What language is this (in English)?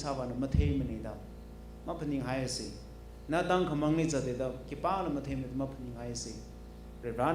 Tangkhul Naga (India)